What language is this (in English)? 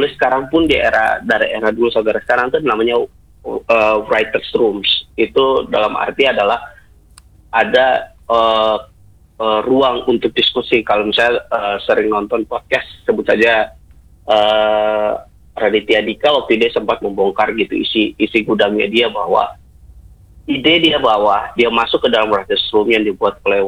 Indonesian